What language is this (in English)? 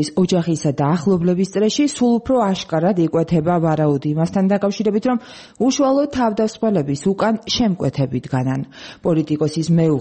Georgian